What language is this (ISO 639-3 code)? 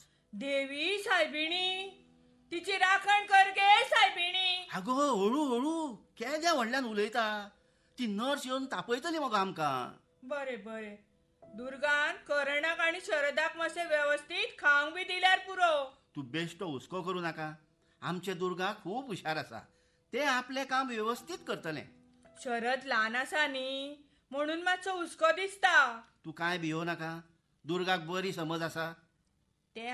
kok